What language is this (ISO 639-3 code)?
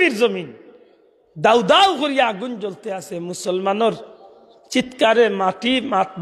syl